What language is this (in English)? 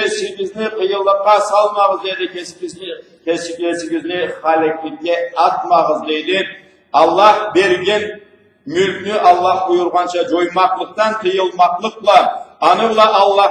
Karachay-Balkar